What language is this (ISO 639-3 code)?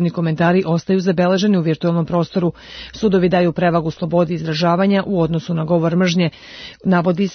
srp